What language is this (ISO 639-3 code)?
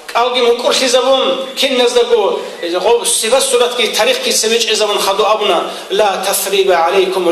ava